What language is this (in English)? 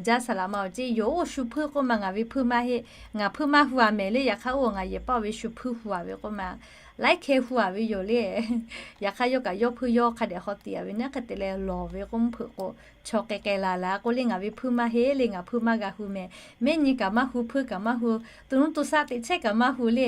Lahu